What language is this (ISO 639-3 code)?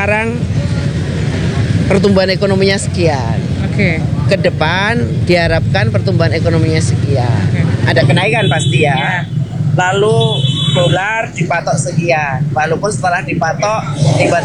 ind